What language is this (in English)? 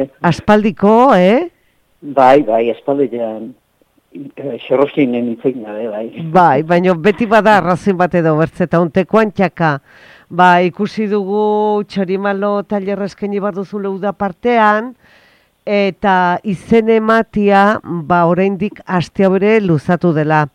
Basque